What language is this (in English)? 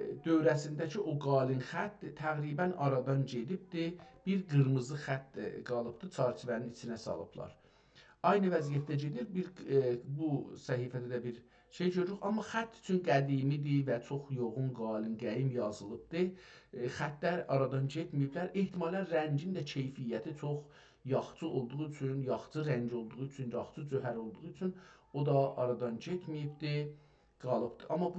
South Azerbaijani